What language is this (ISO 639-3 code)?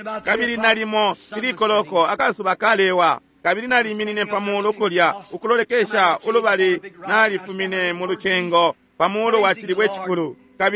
bem